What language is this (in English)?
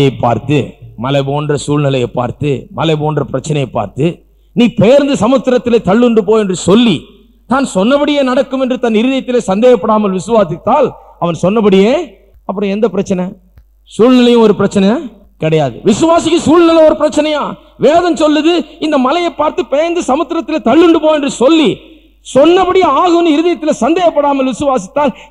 Tamil